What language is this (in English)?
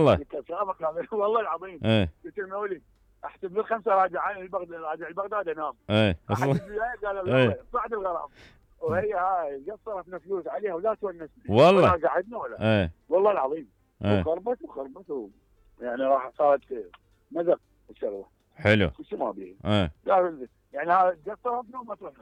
Mesopotamian Arabic